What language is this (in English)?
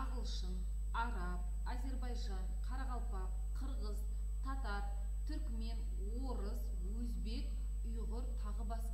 Kazakh